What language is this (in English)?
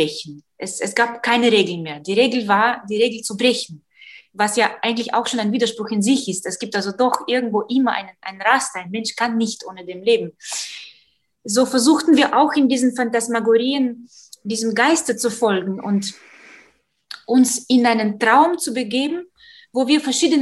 German